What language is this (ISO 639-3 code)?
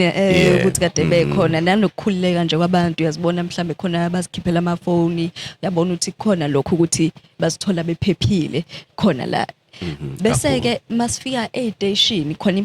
zul